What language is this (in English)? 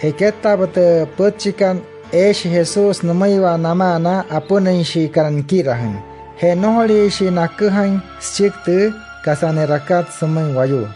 Wayuu